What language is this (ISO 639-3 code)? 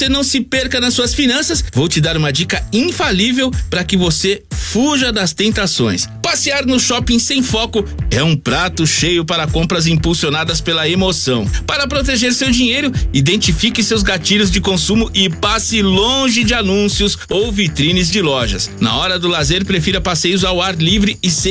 por